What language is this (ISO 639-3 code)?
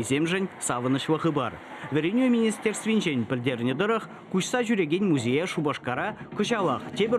chv